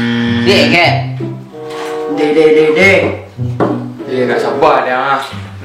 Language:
Minangkabau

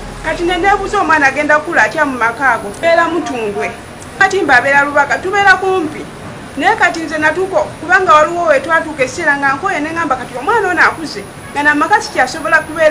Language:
Ganda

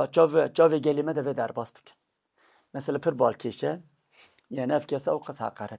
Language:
Kurdish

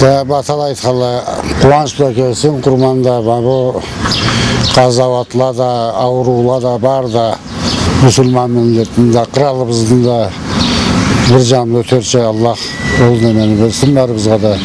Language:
Karachay-Balkar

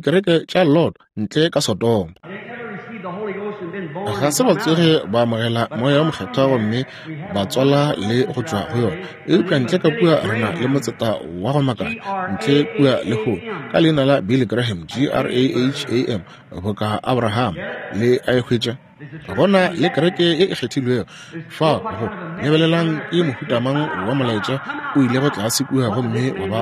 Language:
Northern Sotho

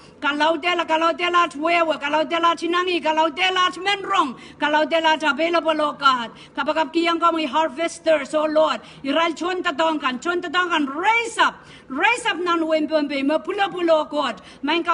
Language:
Pohnpeian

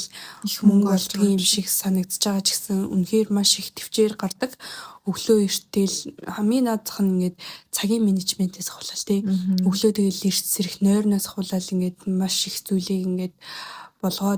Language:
Mongolian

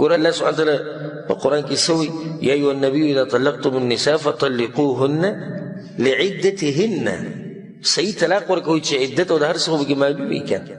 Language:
Pashto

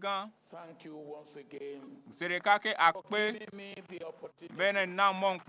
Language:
Ewe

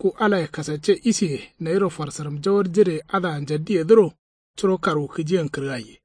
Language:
Kanuri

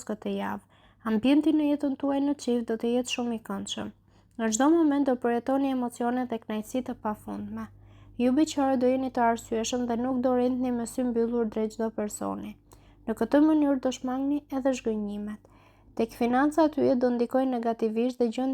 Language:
Albanian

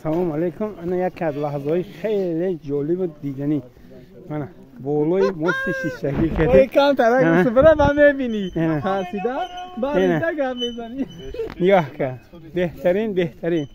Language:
Tajik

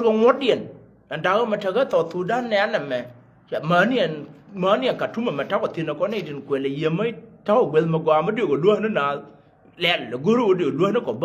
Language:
Nuer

